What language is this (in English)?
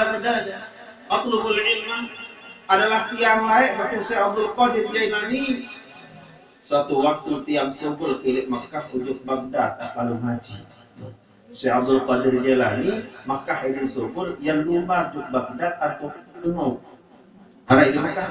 Sasak